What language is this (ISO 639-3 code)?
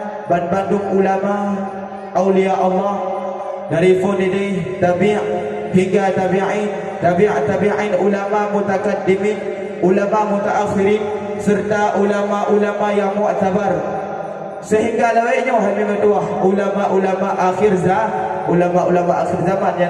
ace